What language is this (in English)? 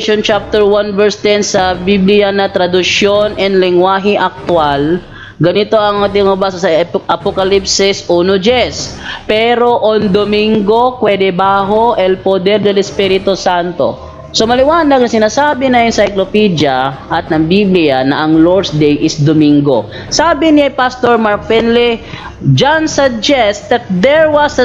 Filipino